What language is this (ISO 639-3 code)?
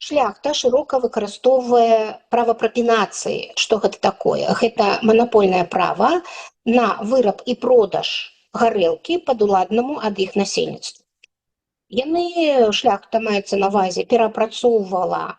bel